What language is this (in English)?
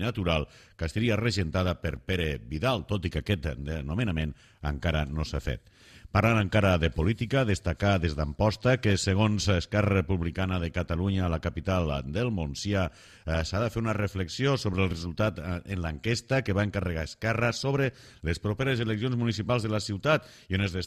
Catalan